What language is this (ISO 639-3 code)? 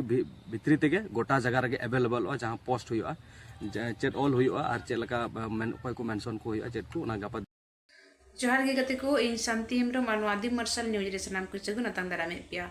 sat